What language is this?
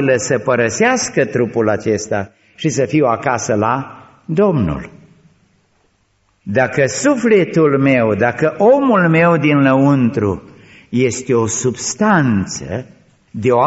Romanian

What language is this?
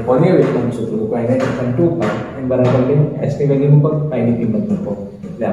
Gujarati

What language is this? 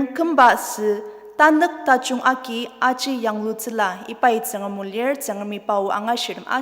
Ao Naga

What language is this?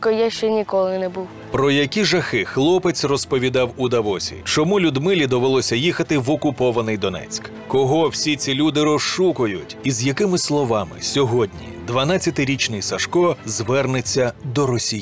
Ukrainian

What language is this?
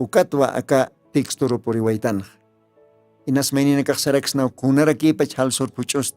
Aymara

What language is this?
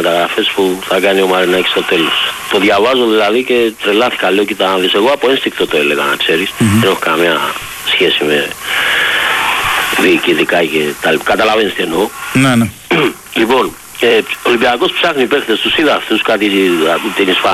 Greek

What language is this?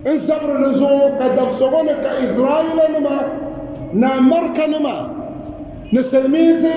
Dagbani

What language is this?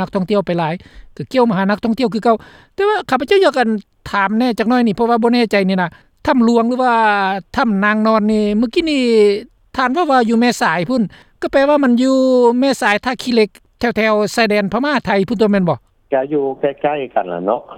Lao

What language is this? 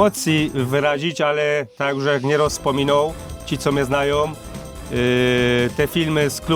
Silesian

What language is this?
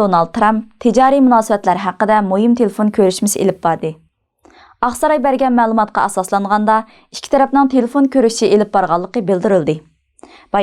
Uyghur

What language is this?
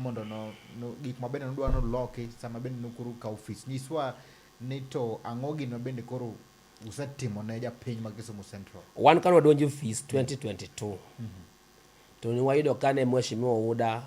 Luo (Kenya and Tanzania)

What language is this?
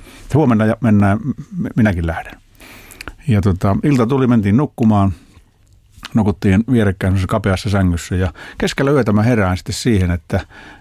Finnish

